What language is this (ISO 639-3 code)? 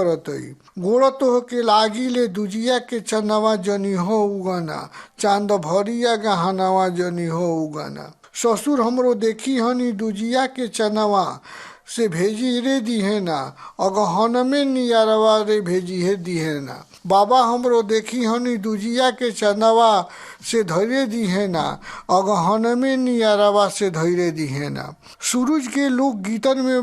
bho